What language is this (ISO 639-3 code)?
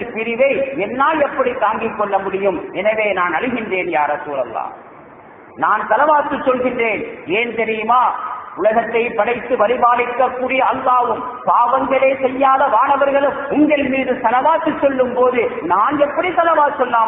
tam